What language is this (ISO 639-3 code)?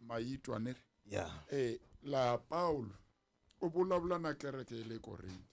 tso